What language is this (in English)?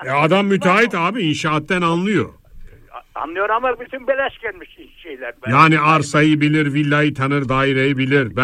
Turkish